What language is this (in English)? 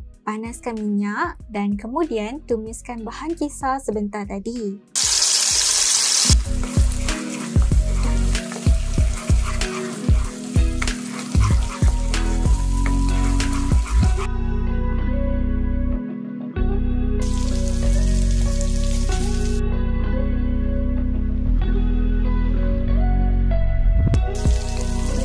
Malay